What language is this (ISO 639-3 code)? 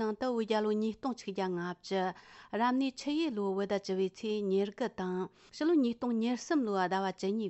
bod